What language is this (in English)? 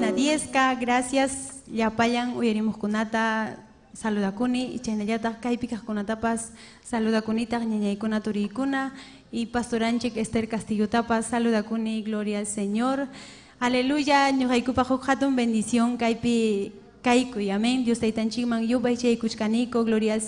Ayacucho Quechua